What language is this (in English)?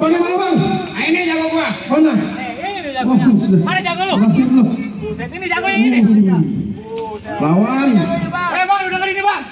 Betawi